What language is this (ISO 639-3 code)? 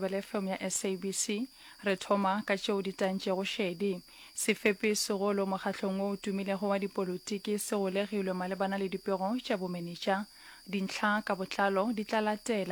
nso